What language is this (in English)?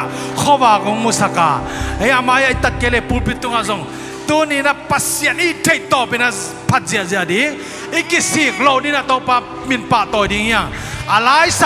Tedim Chin